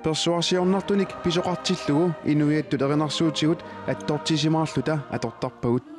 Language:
Kalaallisut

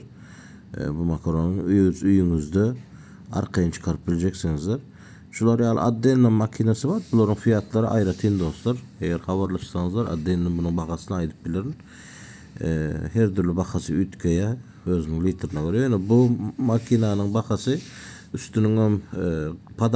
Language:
Turkmen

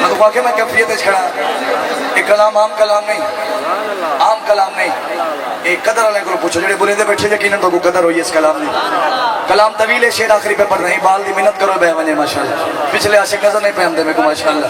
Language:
Saraiki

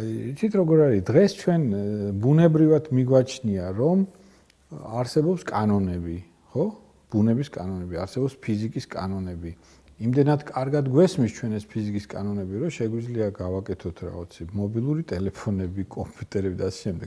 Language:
Georgian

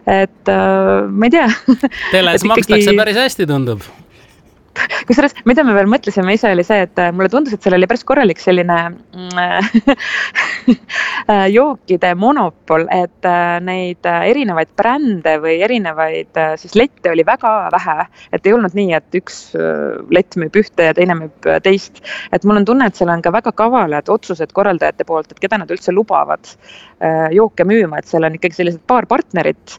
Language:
Estonian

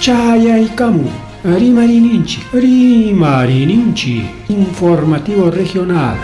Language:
Ayacucho Quechua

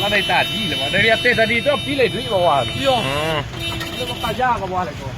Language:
Minangkabau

